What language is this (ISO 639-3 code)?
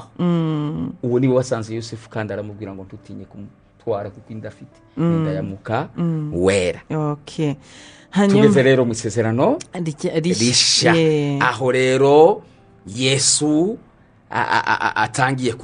kin